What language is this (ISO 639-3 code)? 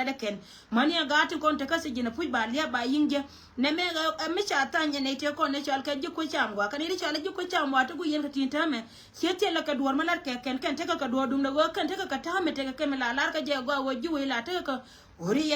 nus